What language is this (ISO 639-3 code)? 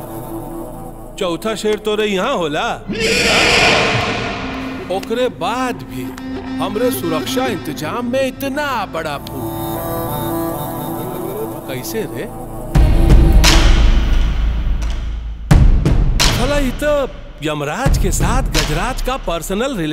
bho